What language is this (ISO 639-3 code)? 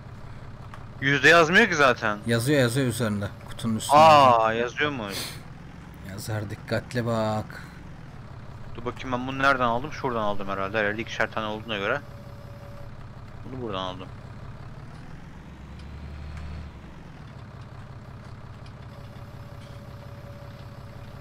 tur